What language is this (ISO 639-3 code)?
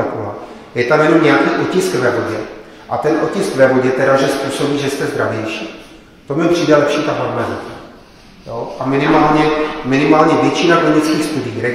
ces